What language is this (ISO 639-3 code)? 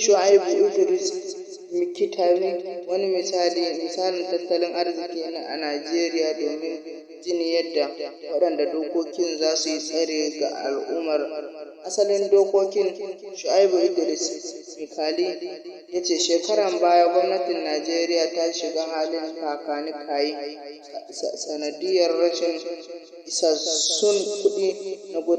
hau